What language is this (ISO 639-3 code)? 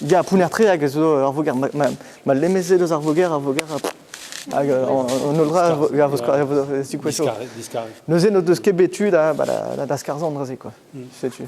bre